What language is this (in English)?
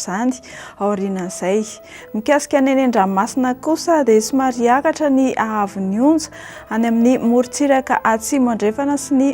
Malagasy